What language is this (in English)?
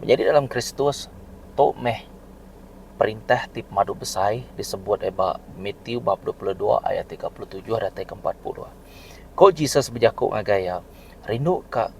Iban